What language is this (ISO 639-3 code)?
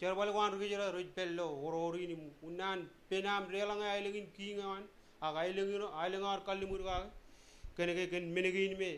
mah